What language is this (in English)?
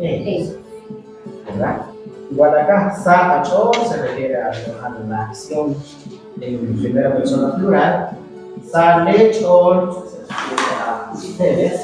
Kekchí